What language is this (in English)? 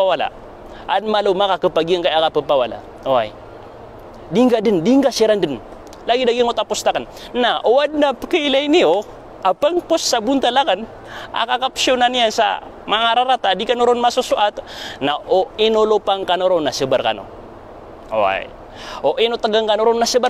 Maranao